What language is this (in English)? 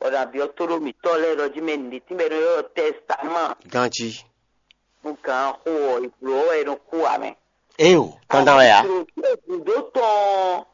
Fon